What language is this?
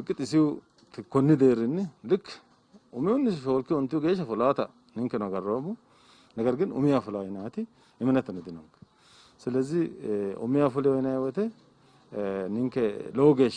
Sidamo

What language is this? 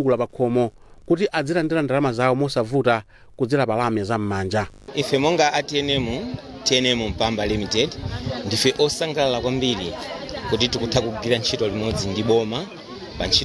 Nyanja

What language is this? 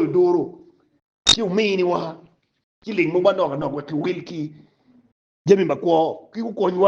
Acoli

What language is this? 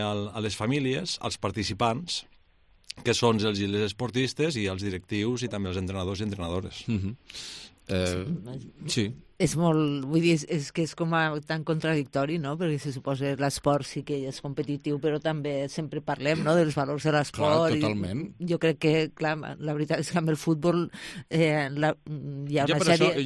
Catalan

